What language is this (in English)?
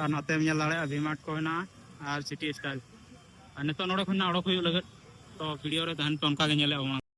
Santali